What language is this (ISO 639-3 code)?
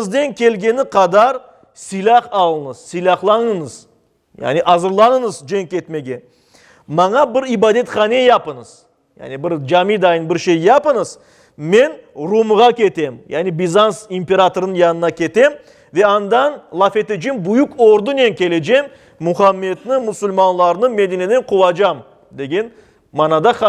crh